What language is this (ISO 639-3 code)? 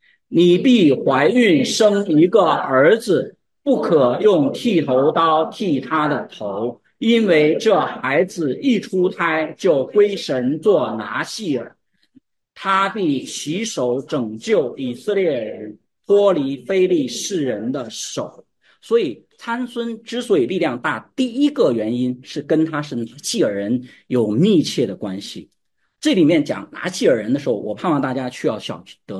zho